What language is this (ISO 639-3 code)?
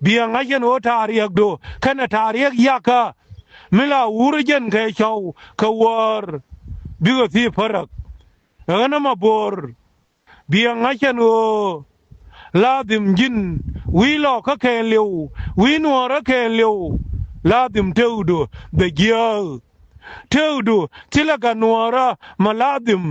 nus